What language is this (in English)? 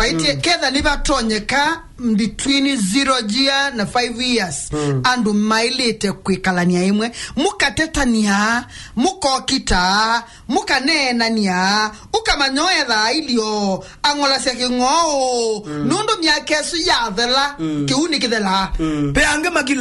Kamba